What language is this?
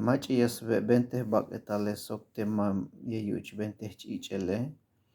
Tzeltal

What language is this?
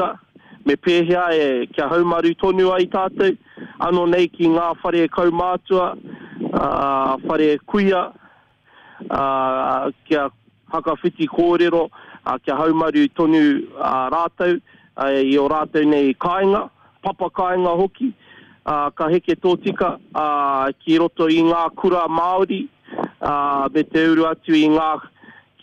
Māori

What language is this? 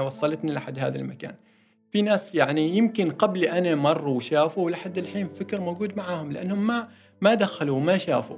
Gulf Arabic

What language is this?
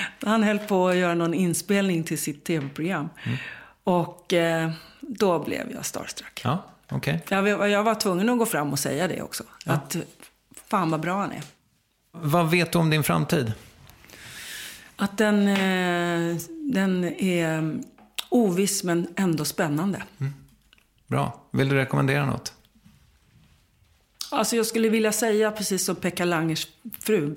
Swedish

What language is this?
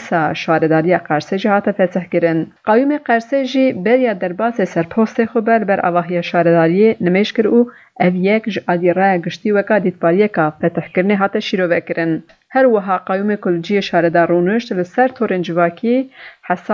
Kurdish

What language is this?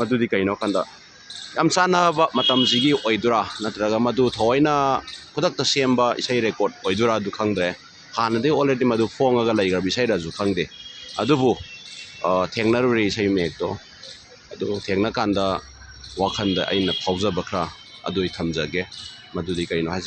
Manipuri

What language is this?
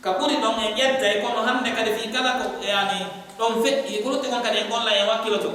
Pular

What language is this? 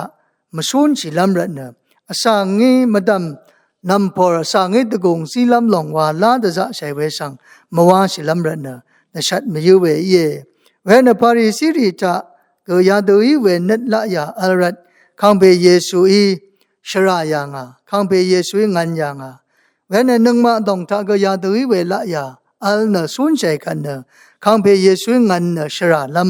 Rawang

